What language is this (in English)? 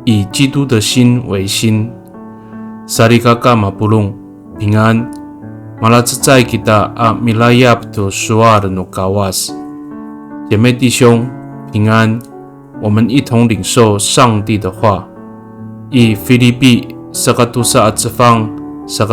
Amis